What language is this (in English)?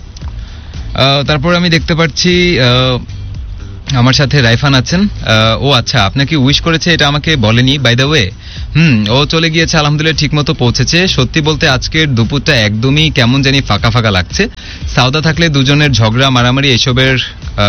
Bangla